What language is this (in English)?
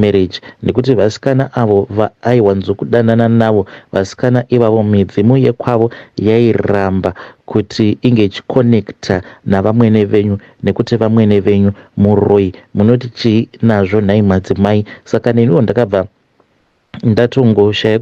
Shona